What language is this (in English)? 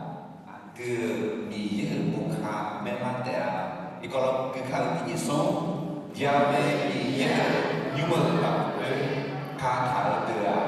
Akha